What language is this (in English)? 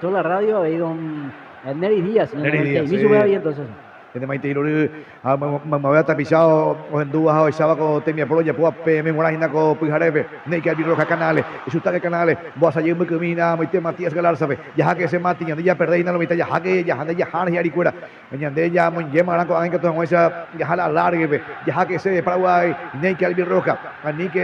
Guarani